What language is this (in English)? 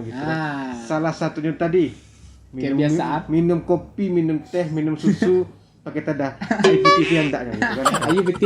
Minangkabau